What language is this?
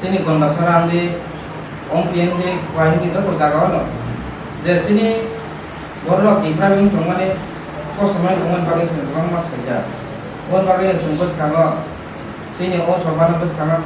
Kok Borok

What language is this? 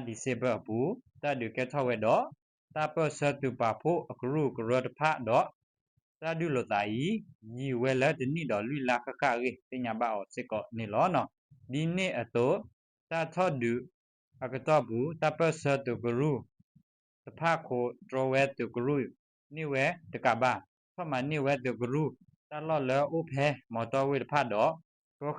S'gaw Karen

